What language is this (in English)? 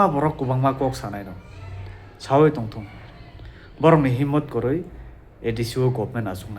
Kok Borok